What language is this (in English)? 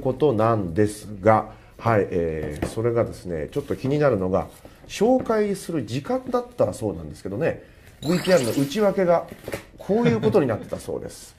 Japanese